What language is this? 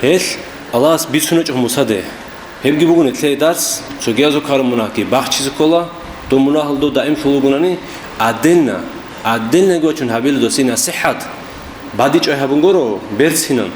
Avaric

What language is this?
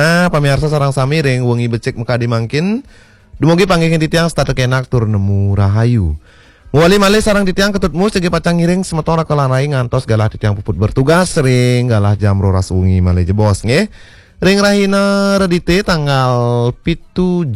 Balinese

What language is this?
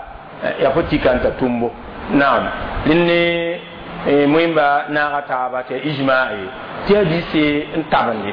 Mossi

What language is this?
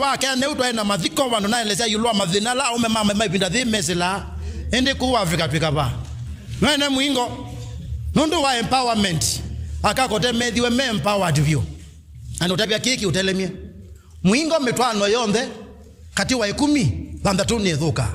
Kamba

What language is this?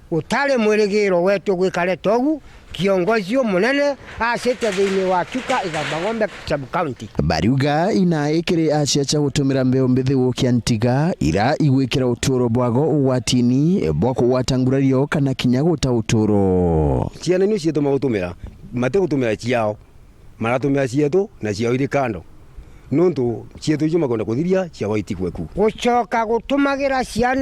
Meru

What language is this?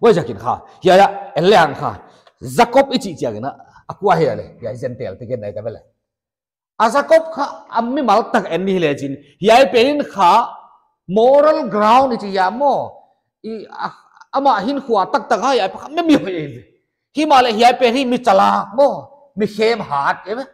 Paite Chin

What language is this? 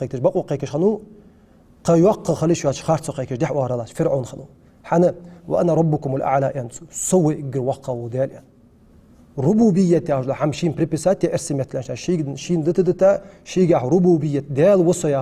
Ingush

